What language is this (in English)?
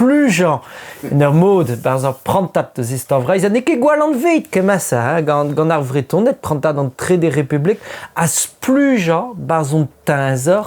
Breton